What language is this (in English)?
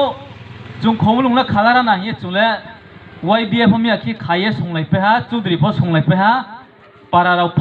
Riang (India)